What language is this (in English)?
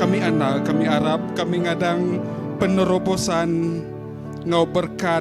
Iban